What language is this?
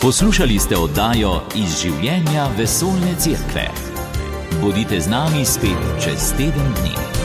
Slovenian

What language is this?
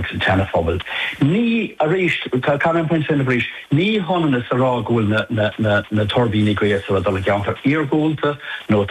Irish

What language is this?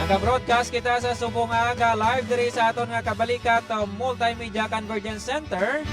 Hiligaynon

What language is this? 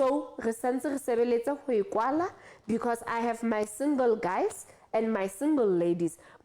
Southern Sotho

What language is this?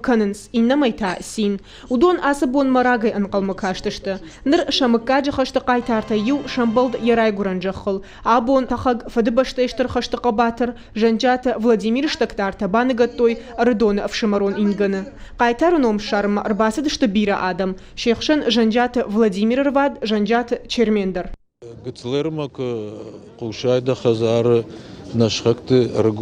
Ossetic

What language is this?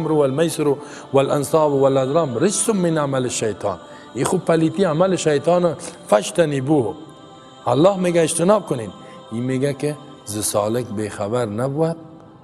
Persian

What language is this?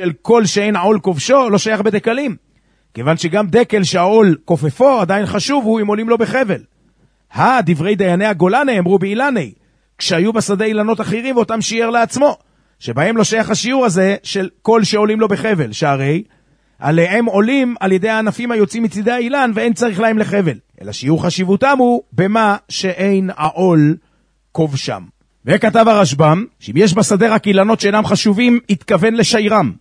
Hebrew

